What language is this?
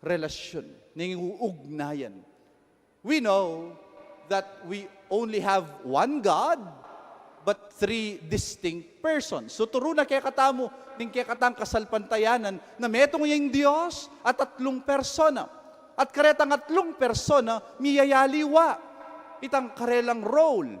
Pampanga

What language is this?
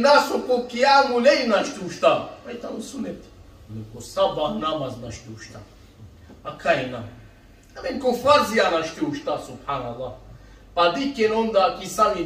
Balkan Romani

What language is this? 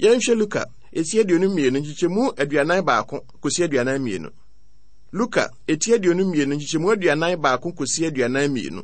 Akan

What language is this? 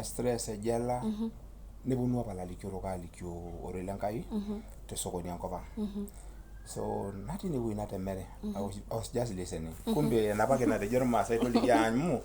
Masai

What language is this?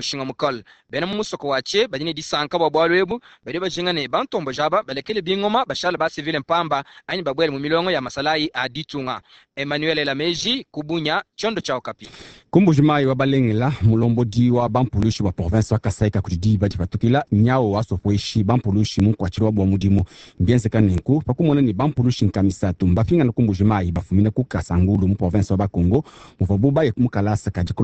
Luba-Lulua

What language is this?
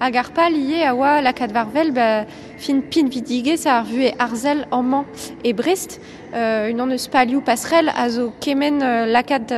Breton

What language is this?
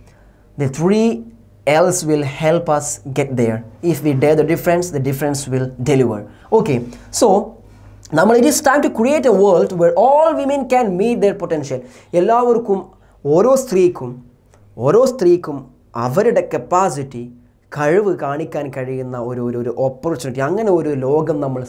Malayalam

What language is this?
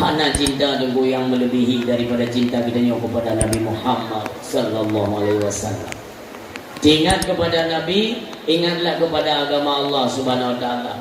Achinese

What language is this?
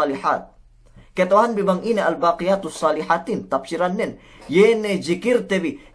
Yakan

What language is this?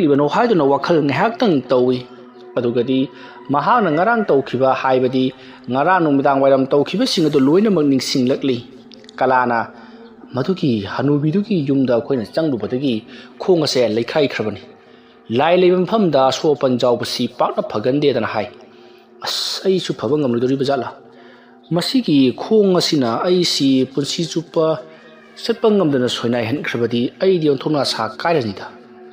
Manipuri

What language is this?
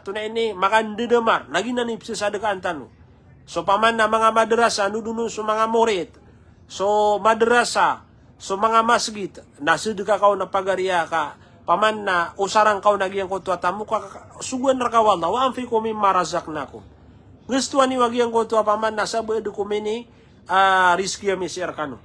Maranao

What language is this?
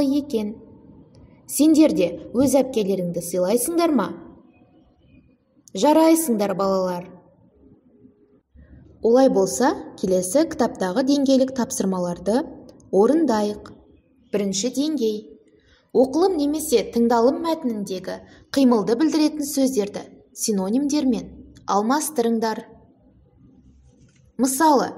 Kazakh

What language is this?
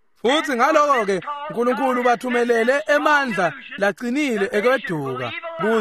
Swati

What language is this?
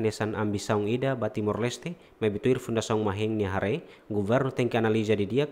Tetum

